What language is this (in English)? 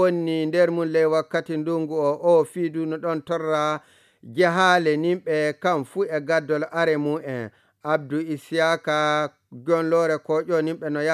Nigerian Fulfulde